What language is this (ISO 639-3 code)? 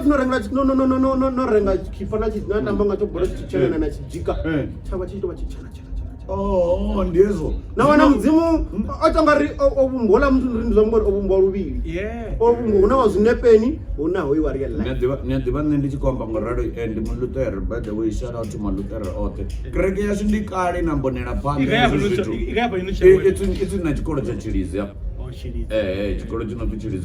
ven